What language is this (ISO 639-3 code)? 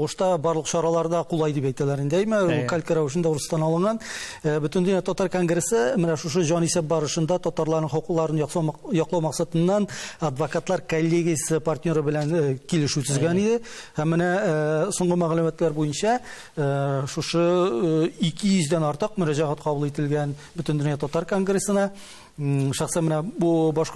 tat